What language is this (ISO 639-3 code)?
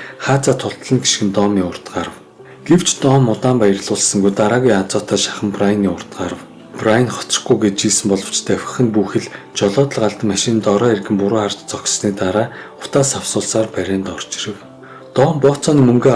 mon